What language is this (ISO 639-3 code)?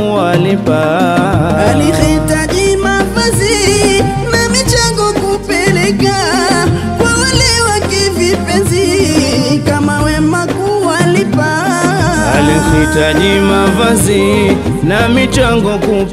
swa